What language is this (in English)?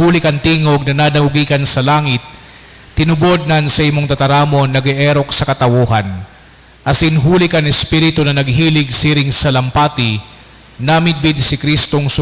Bikol